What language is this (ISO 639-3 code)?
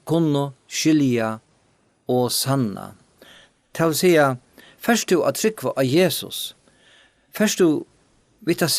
fao